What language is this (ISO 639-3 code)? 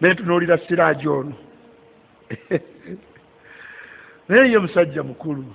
lug